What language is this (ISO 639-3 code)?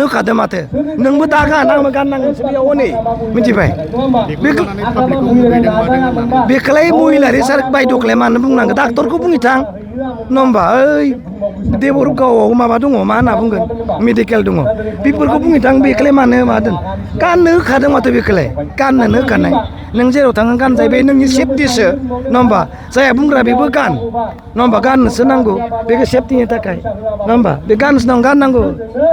brx